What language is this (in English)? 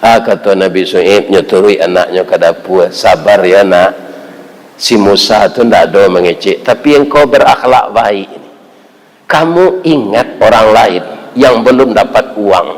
Minangkabau